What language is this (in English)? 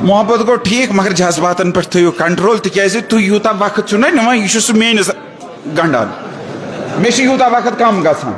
Kashmiri